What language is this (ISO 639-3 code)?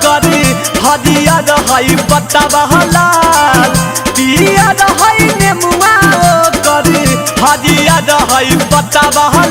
mag